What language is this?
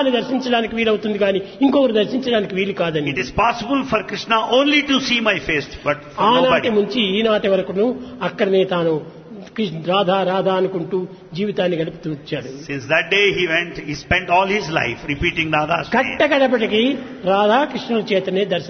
Telugu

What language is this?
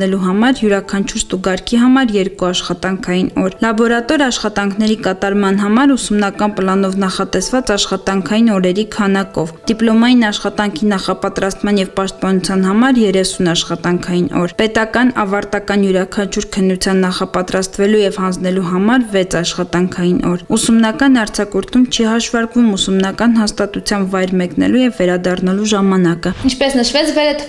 Armenian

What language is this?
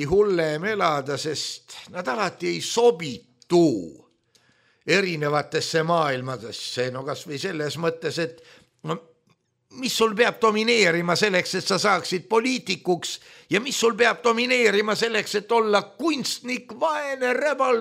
Estonian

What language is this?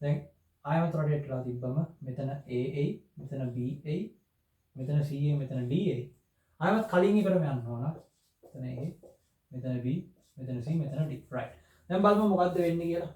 Sinhala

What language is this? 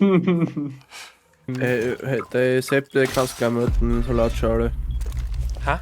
Bavarian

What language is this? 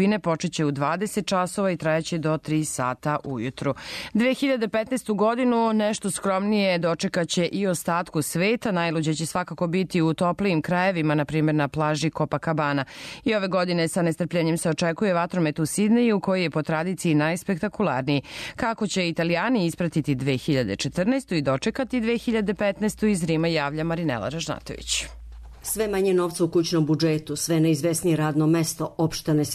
Serbian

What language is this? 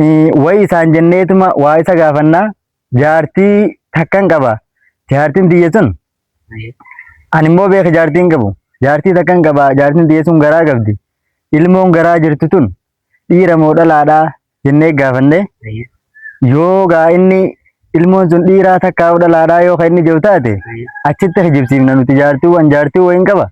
Oromo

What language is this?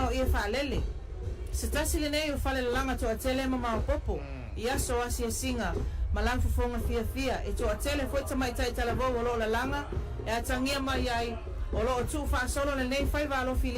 Samoan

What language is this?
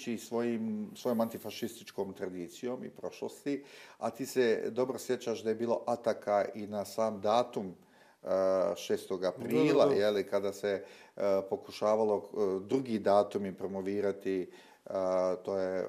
Bosnian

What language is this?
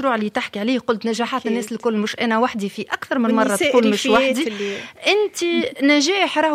Tunisian Arabic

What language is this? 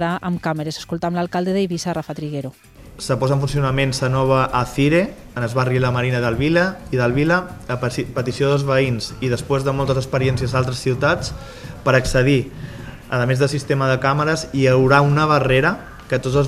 Catalan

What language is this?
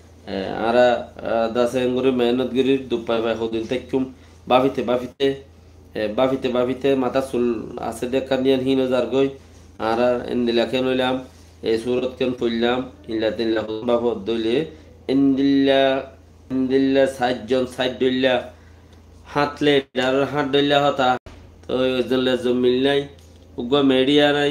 Rohingya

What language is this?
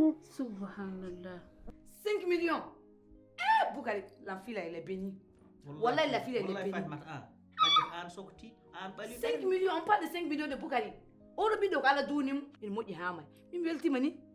Fula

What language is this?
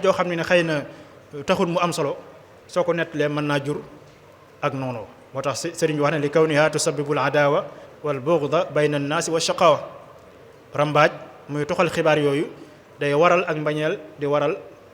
Wolof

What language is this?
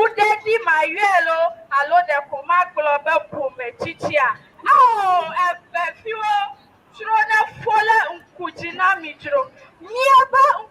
Ewe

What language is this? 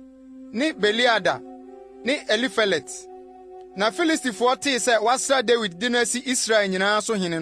Akan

